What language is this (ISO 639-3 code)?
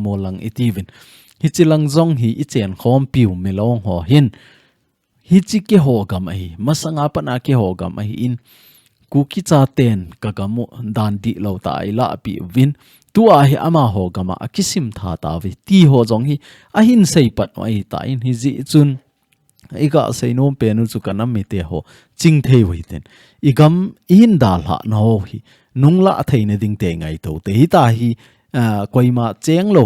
tcz